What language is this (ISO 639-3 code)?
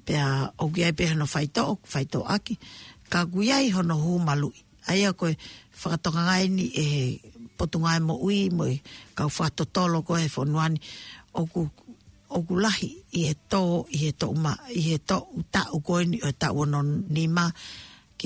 ton